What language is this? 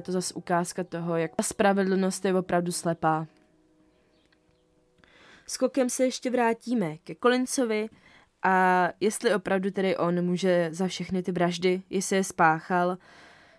Czech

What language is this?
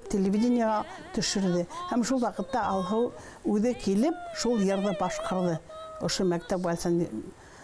Bashkir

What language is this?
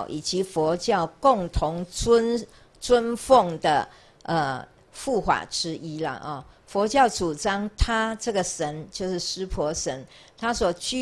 Chinese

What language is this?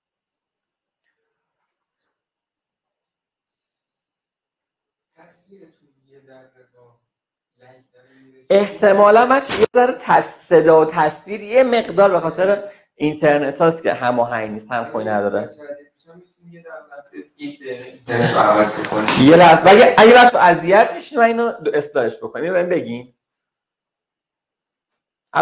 Persian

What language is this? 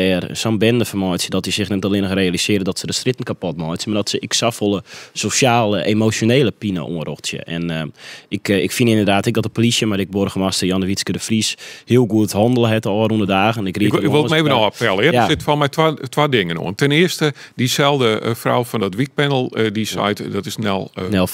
Western Frisian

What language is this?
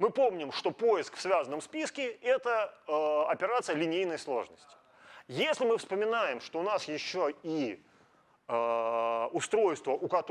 Russian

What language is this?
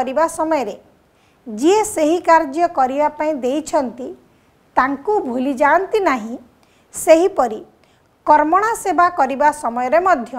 Odia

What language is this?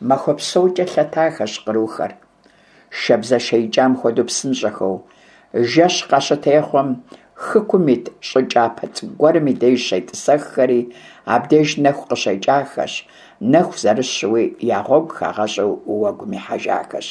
Kabardian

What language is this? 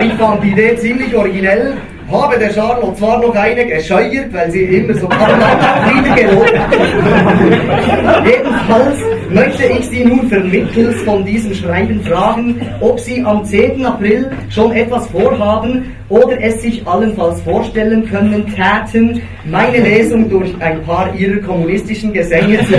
Swiss German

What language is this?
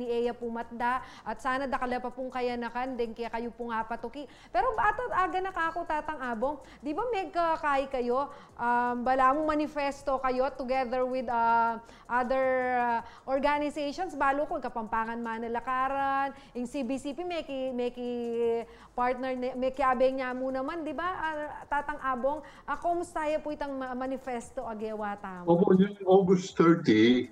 Pampanga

